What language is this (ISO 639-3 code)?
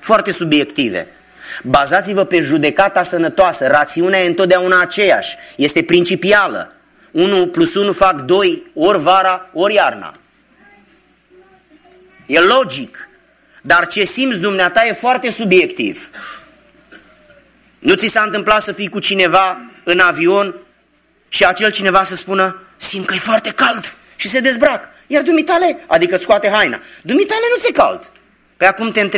ron